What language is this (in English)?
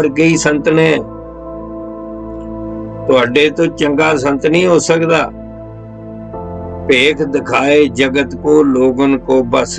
Punjabi